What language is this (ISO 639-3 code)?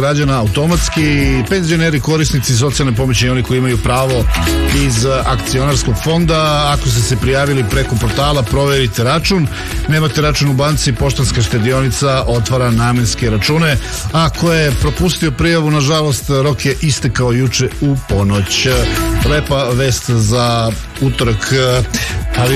srp